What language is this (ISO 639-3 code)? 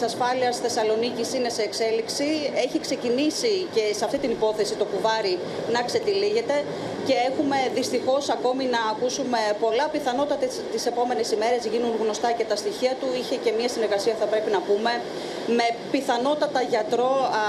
ell